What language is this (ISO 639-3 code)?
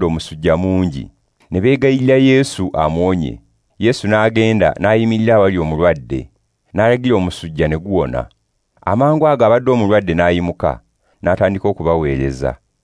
lug